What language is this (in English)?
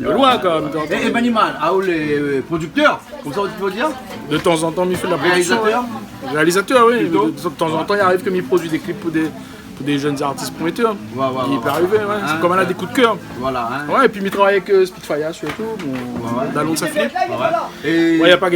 Réunion Creole French